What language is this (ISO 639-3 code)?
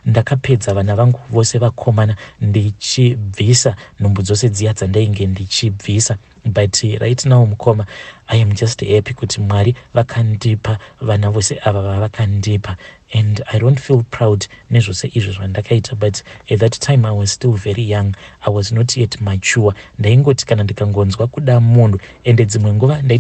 sna